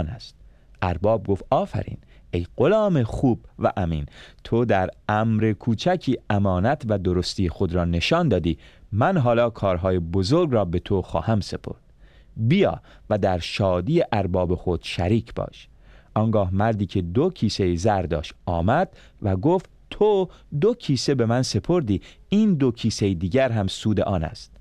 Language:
Persian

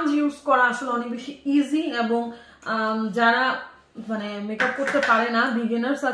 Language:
Bangla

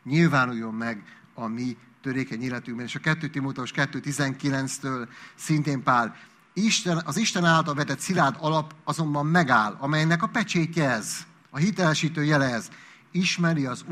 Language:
Hungarian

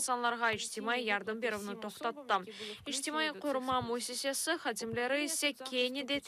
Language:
Crimean Tatar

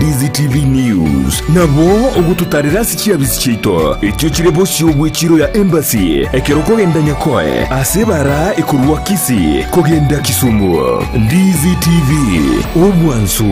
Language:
Gusii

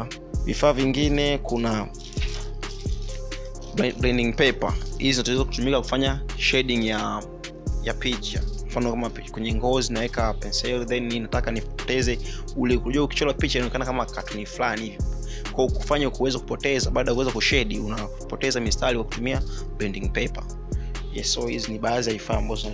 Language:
Swahili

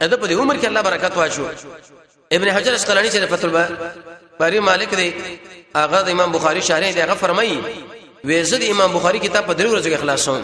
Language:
Pashto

